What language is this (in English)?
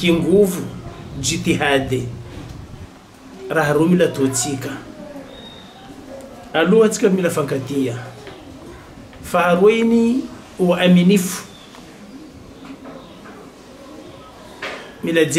Swahili